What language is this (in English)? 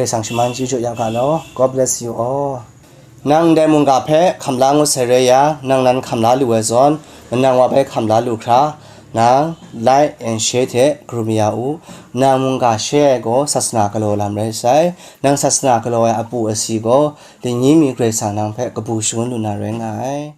Kachin